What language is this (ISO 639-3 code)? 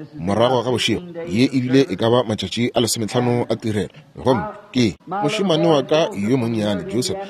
nso